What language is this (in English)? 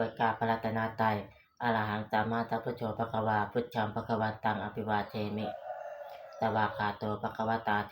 Pali